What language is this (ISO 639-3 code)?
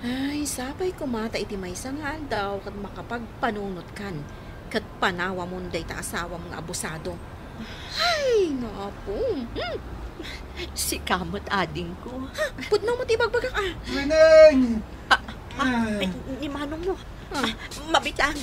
ilo